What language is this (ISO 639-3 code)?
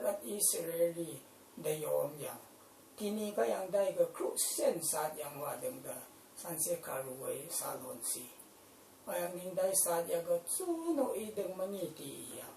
raw